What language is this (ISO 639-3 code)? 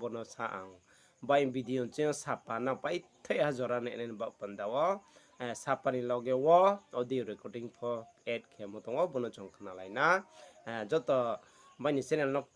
ria